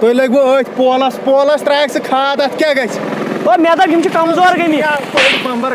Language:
Kashmiri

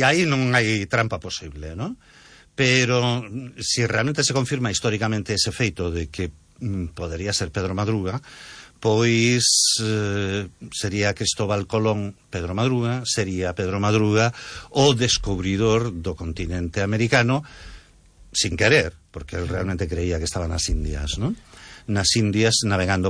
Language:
Galician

